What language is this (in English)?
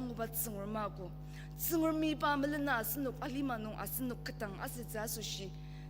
Ao Naga